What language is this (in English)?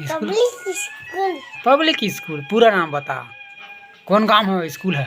Chhattisgarhi